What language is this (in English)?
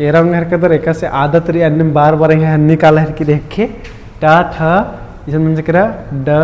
Kurukh